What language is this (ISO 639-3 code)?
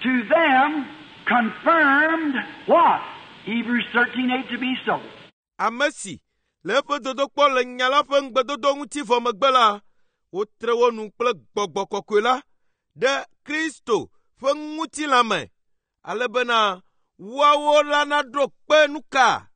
ewe